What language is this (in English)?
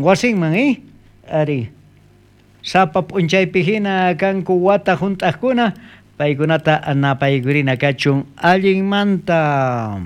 South Bolivian Quechua